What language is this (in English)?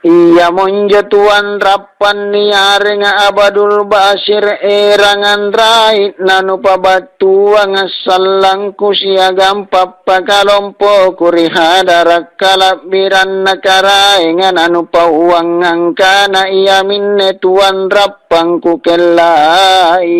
Makasar